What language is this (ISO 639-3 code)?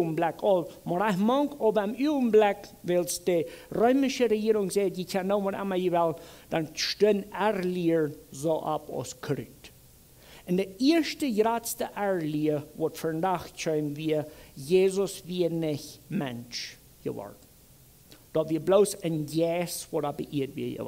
pdt